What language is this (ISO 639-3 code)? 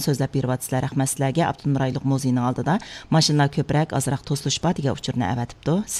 uig